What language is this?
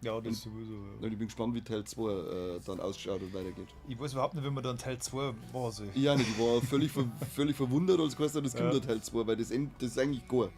Bavarian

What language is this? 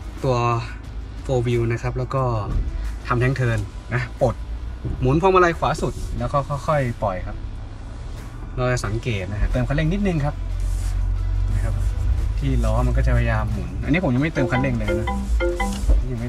Thai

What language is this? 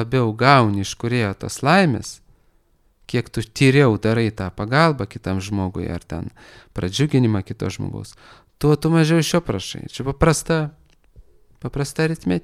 Lithuanian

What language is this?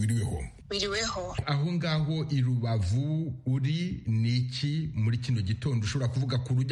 Kinyarwanda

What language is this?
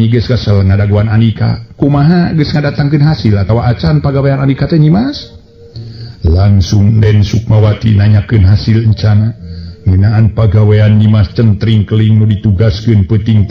Sundanese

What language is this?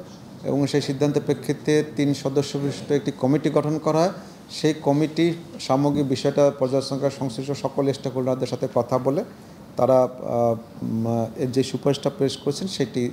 Bangla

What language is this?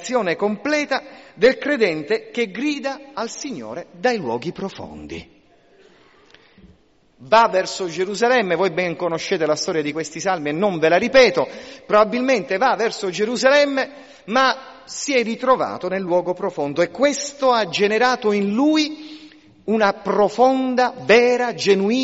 Italian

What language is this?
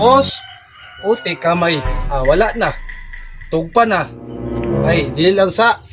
Cebuano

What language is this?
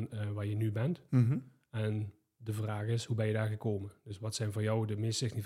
Dutch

